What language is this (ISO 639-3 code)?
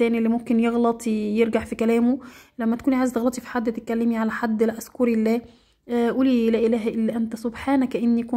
arz